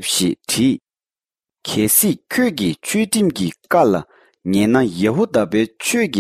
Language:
Tibetan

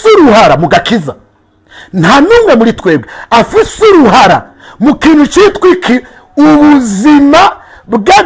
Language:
Rundi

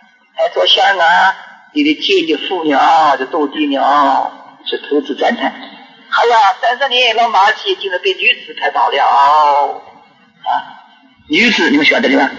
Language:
Chinese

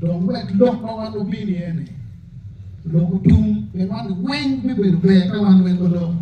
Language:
Acoli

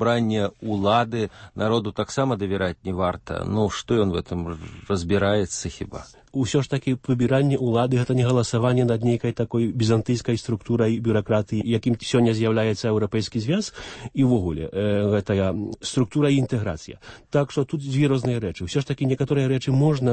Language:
Belarusian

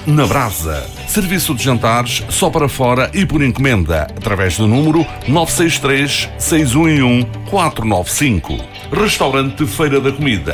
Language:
Portuguese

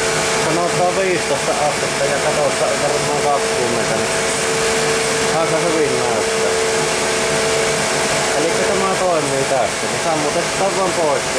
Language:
Finnish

